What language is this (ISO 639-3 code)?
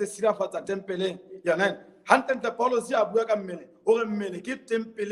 sot